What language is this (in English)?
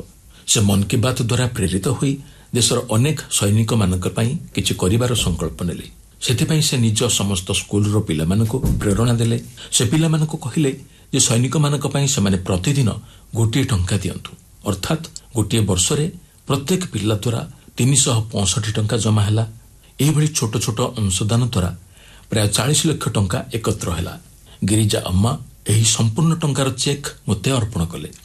Odia